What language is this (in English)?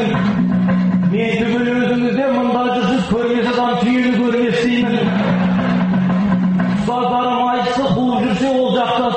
Kazakh